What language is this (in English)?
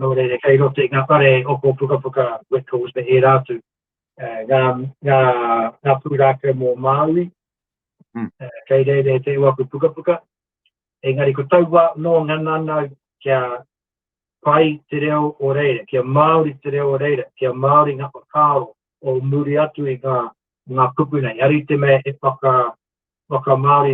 Māori